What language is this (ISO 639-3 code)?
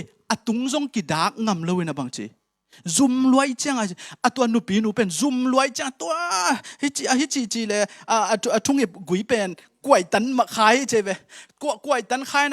ctd